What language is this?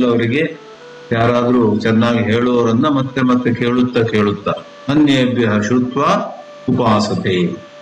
Kannada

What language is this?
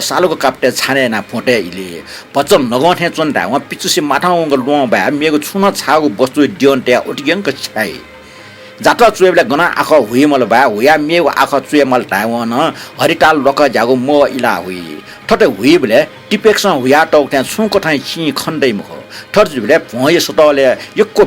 Newari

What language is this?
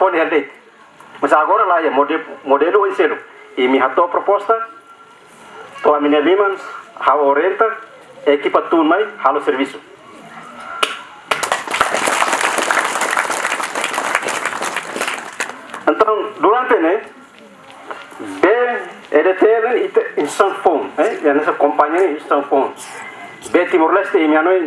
Tetun Dili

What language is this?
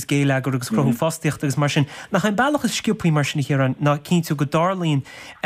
Irish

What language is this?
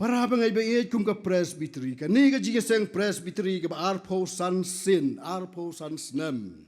Khasi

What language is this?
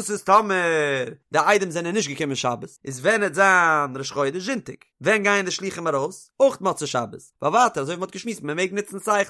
Yiddish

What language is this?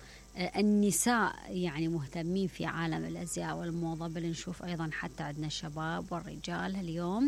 Mesopotamian Arabic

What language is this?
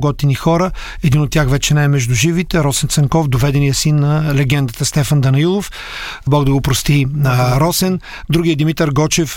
Bulgarian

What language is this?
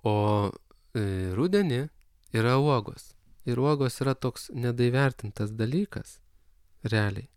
Lithuanian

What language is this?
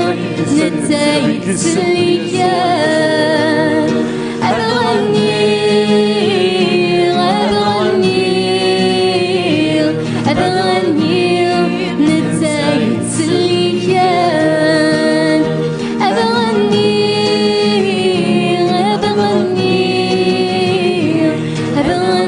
Kabyle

